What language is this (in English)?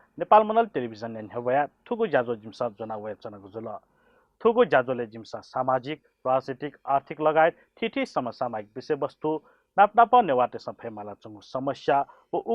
Newari